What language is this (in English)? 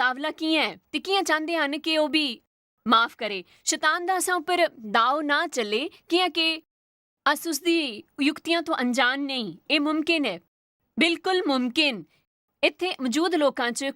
Dogri